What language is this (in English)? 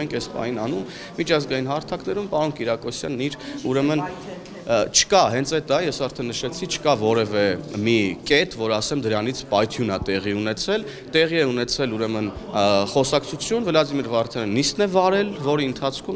Armenian